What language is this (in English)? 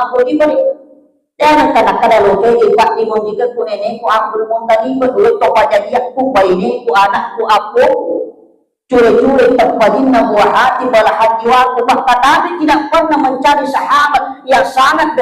Buginese